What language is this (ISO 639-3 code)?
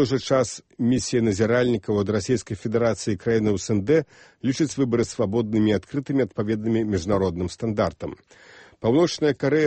bel